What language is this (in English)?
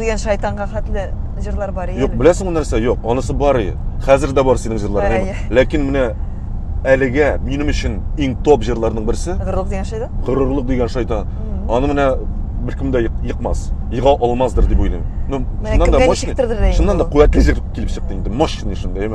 Tatar